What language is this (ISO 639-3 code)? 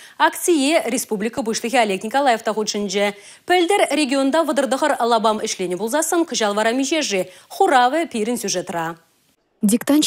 chv